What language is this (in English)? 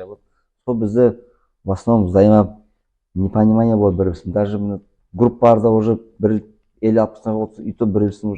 Nogai